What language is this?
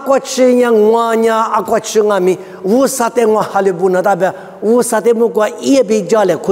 Lisu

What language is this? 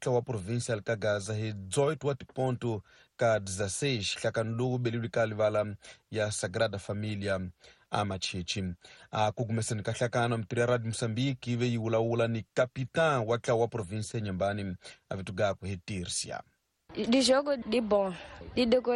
Tsonga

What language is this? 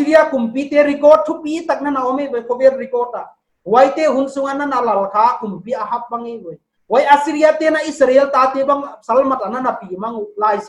Paite Chin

